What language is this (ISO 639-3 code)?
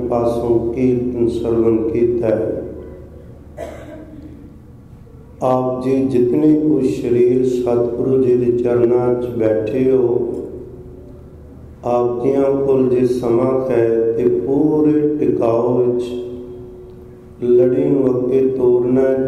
pan